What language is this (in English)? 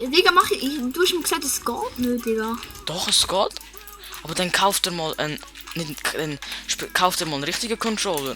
Swiss German